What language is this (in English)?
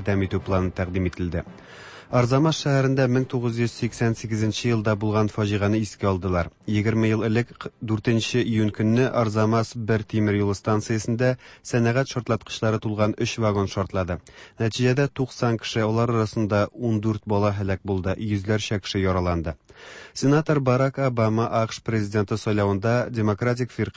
Tatar